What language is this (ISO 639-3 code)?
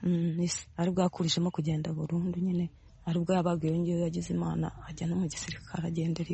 kin